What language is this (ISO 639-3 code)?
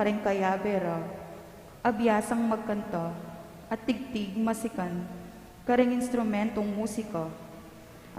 pam